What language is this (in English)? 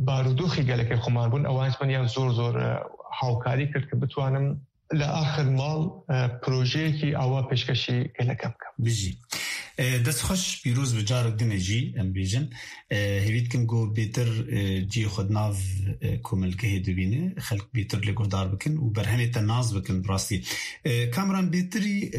Kurdish